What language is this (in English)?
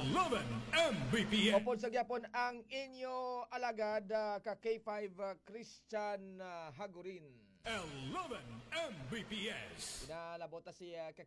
Hiligaynon